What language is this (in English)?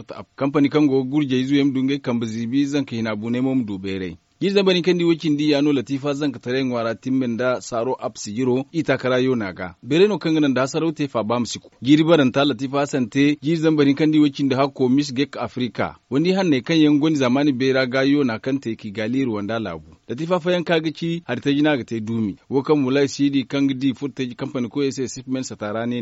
Zarma